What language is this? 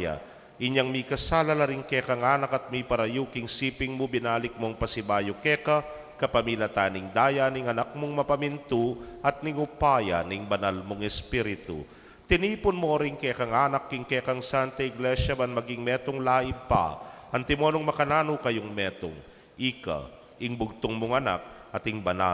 Pampanga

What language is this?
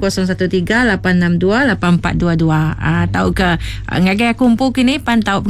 Iban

